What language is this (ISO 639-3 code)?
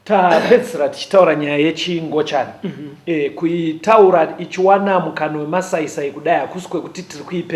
sna